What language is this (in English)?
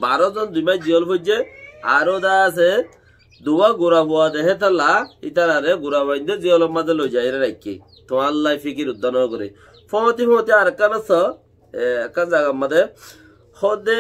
Rohingya